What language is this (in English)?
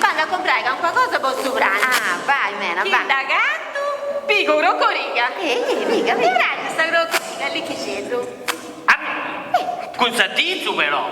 Sardinian